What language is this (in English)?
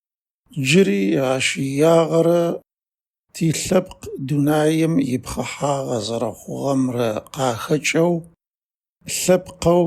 Adyghe